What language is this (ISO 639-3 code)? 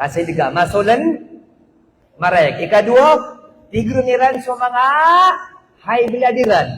mrw